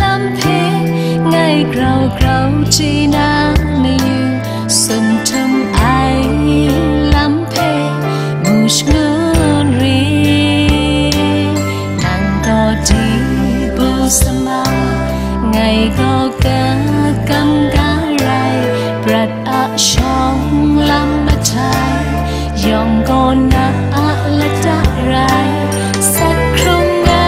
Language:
Kachin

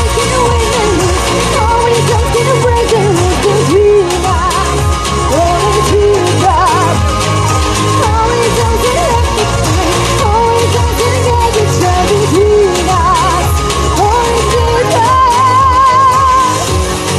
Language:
Romanian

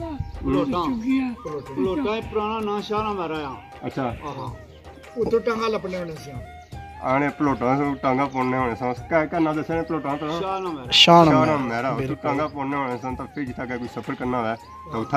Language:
Pahari-Potwari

